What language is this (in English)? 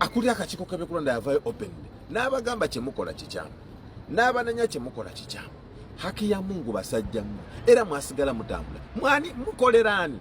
Ganda